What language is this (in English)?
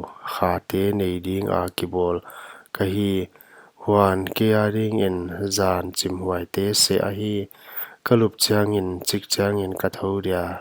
Paite Chin